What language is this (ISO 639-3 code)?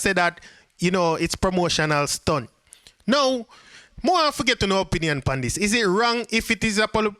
jam